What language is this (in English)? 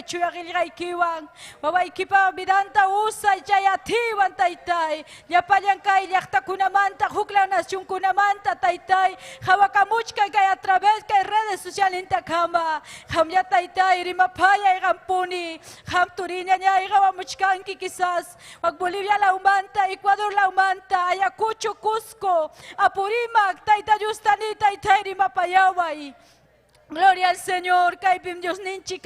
Ayacucho Quechua